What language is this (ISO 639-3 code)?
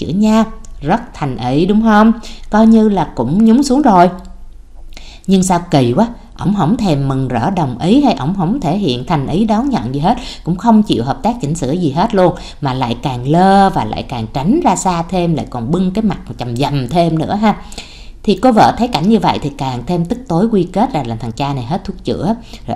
vie